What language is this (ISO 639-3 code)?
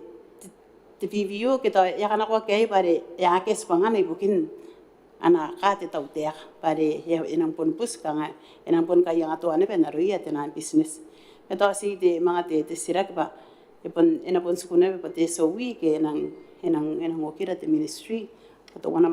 gil